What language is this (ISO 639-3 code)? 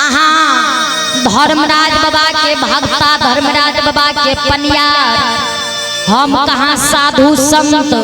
mai